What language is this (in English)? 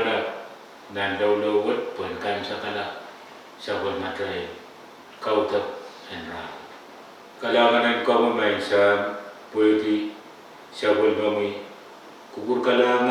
Pohnpeian